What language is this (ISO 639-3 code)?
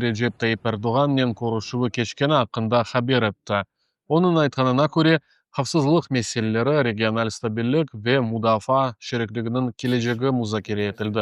crh